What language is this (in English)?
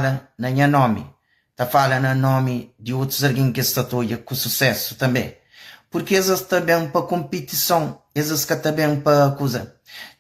Kabuverdianu